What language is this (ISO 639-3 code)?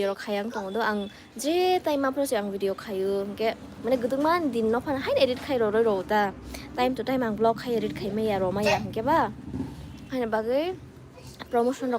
trp